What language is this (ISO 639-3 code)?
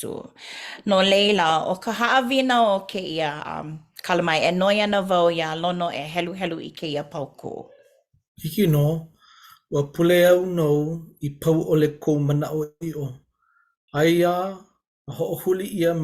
haw